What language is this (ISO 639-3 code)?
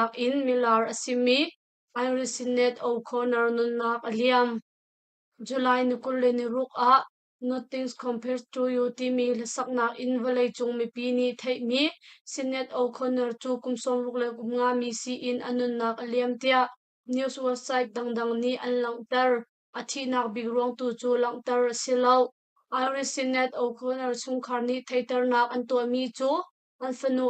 cnh